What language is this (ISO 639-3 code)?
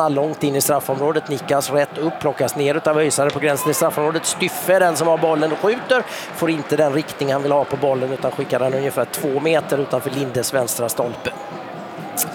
swe